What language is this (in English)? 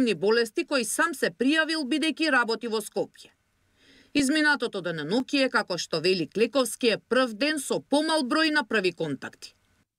Macedonian